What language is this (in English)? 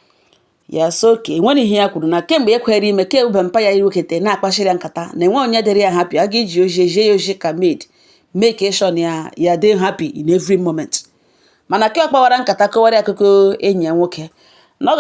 Igbo